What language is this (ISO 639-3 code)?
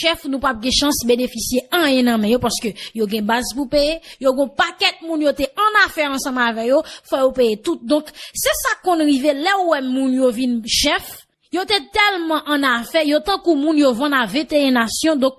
hat